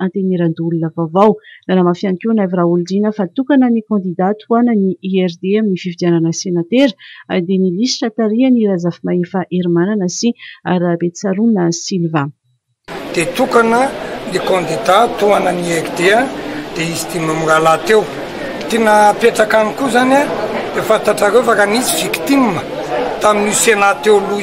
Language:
Malagasy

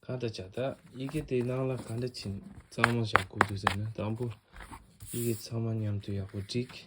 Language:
Tibetan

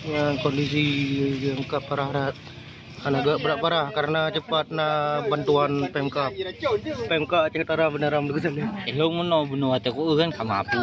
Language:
Achinese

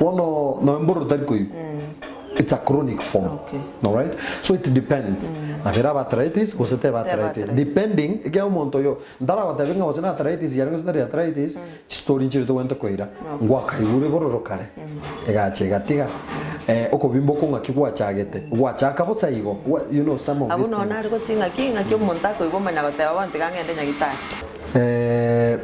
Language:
Gusii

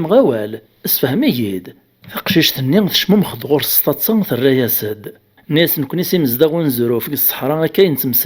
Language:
Kabyle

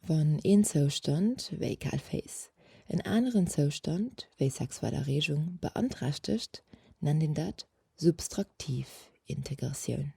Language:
Luxembourgish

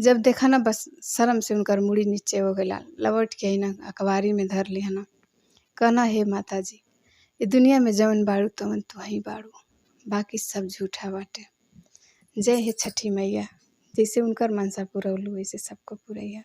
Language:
Bhojpuri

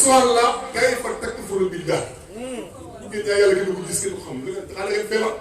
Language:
Wolof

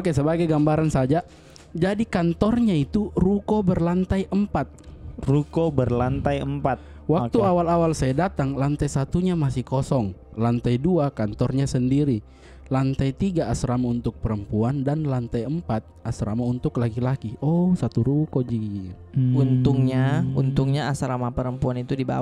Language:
Makassar Malay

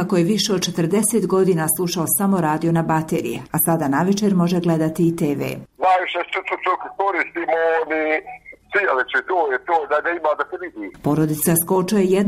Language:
Bosnian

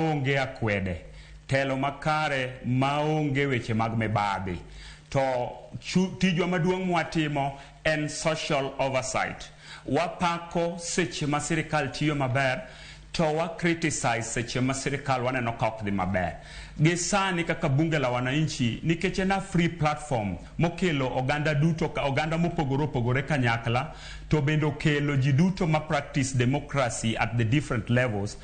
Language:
Luo (Kenya and Tanzania)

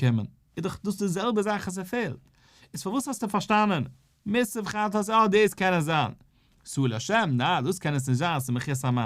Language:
Yiddish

